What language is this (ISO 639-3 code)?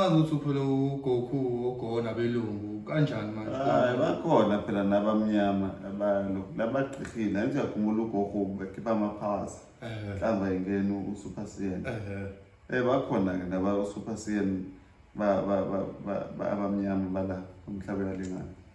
zul